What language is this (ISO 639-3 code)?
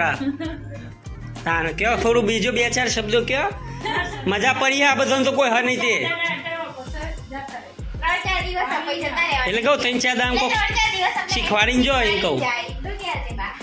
guj